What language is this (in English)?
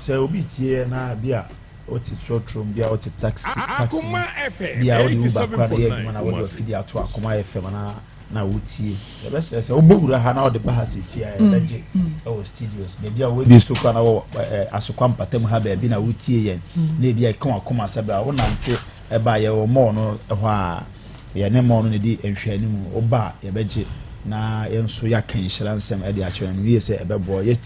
Akan